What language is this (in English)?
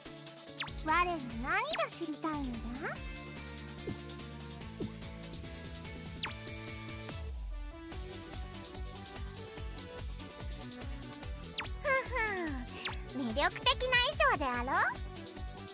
Japanese